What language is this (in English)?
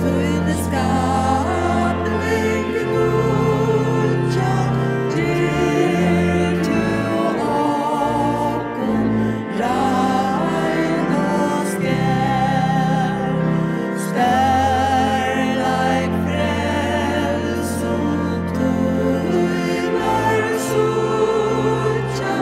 Faroese